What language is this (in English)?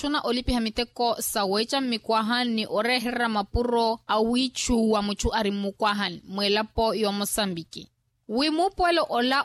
Makhuwa